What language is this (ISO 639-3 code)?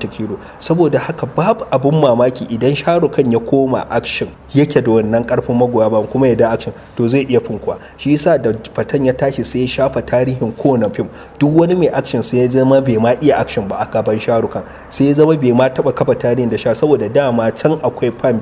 hau